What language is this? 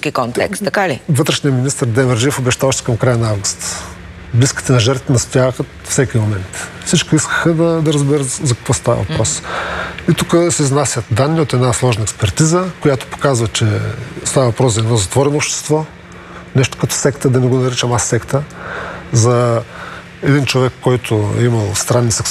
Bulgarian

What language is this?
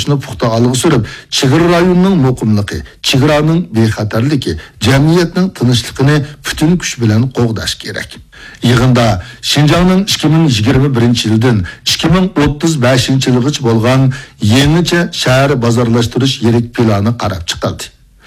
Uyghur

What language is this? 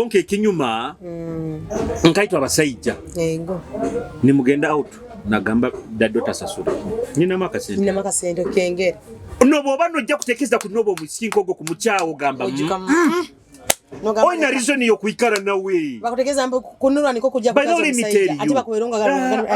Nyoro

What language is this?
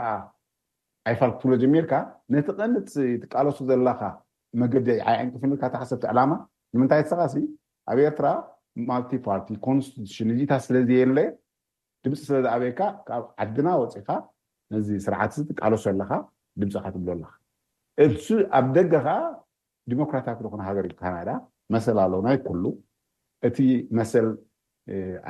Tigrinya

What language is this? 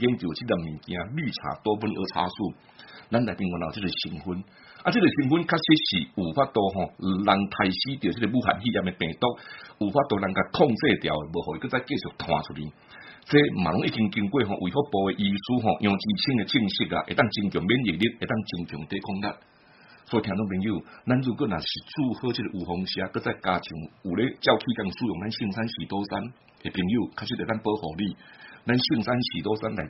Min Nan Chinese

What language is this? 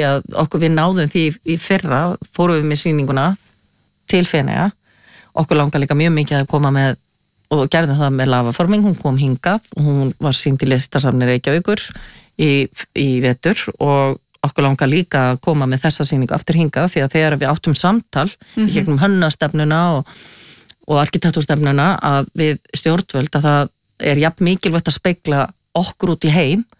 Icelandic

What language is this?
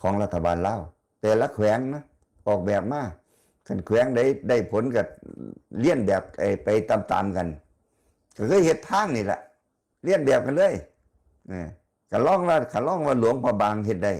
Northeastern Thai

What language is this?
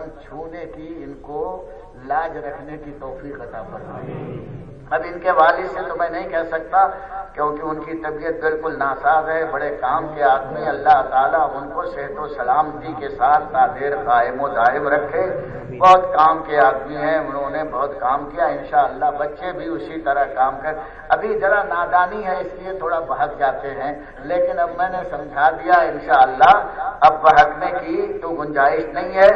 Urdu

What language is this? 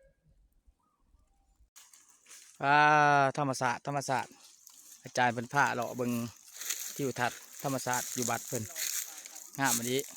Lao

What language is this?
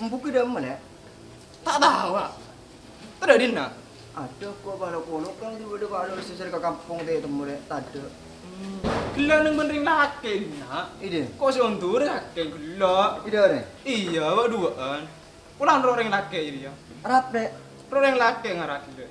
Madurese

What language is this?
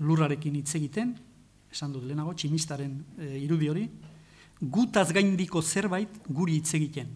Basque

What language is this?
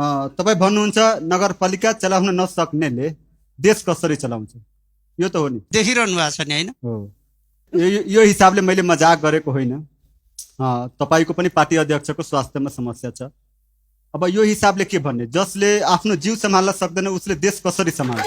Nepali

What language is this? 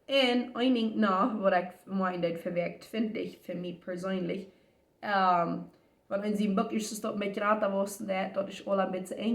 Plautdietsch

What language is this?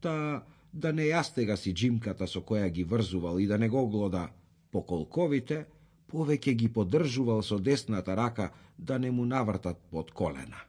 Macedonian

